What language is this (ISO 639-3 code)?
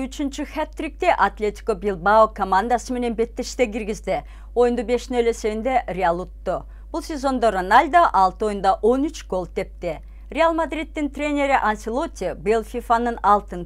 kir